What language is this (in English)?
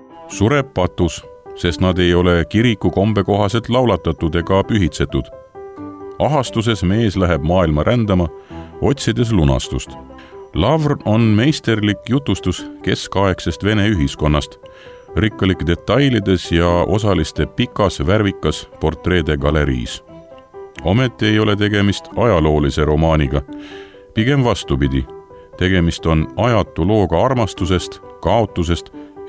Estonian